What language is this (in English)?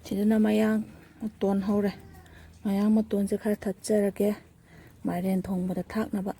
Manipuri